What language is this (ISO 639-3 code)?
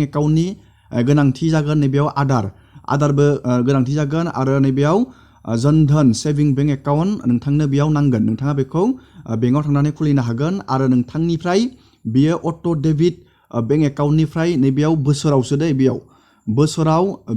brx